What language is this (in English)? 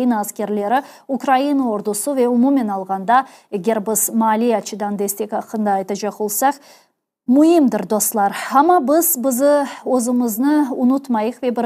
Crimean Tatar